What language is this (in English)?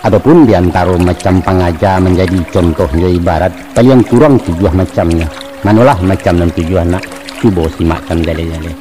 Minangkabau